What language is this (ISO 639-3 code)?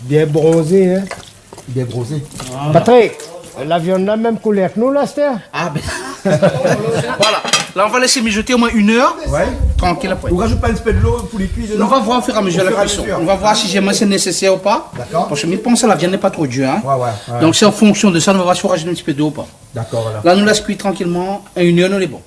rcf